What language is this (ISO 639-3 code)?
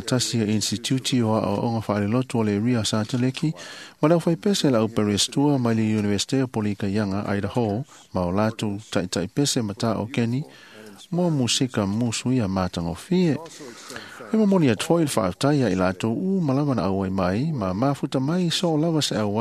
smo